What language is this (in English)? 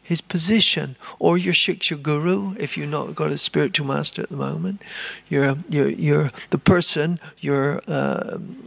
English